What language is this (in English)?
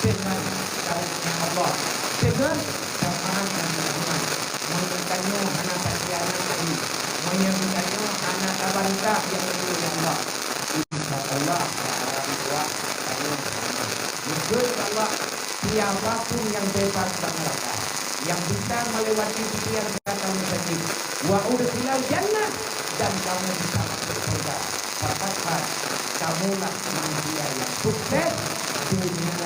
Achinese